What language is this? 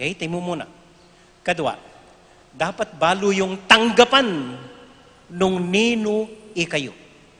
Pampanga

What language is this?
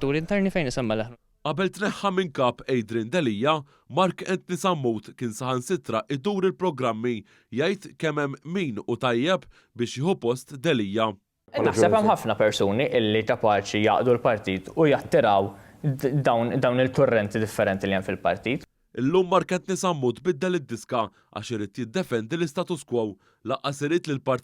Maltese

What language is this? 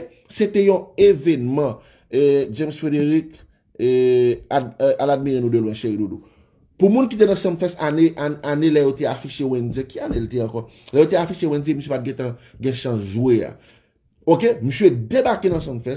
Haitian Creole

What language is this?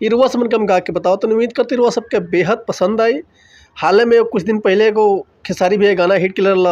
Bhojpuri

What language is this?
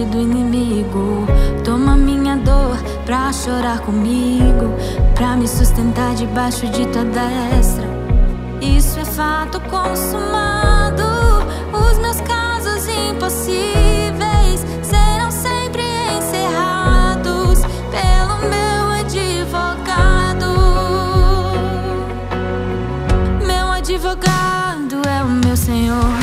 Portuguese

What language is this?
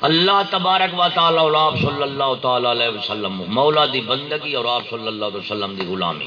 Saraiki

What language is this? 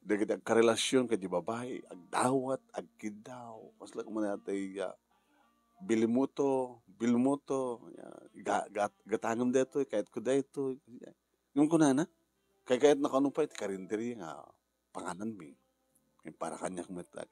Iloko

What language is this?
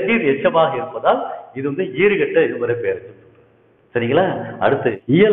Tamil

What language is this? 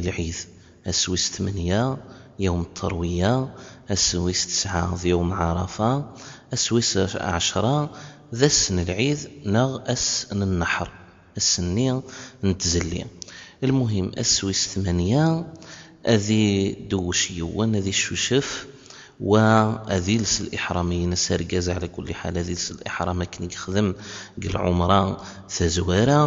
Kabyle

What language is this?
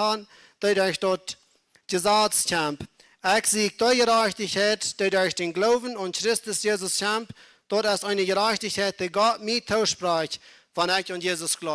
Plautdietsch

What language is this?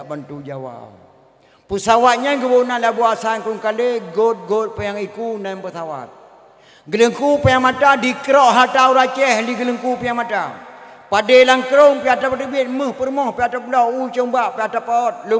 Achinese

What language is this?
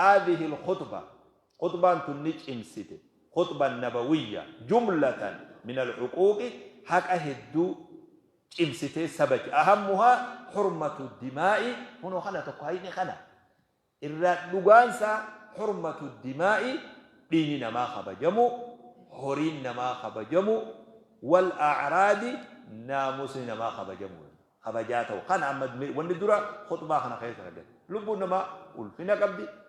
Oromo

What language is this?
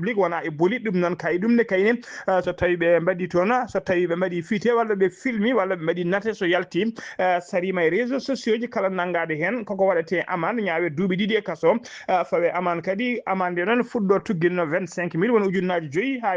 Fula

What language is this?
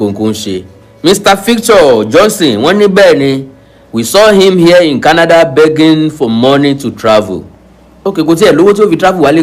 Yoruba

